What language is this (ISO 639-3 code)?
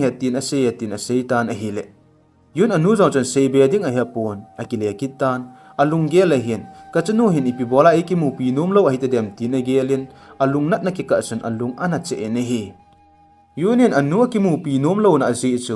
tcz